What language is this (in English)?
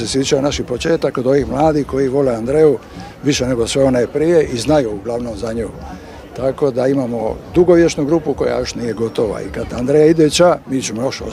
Croatian